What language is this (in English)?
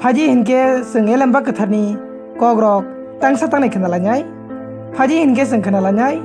Kok Borok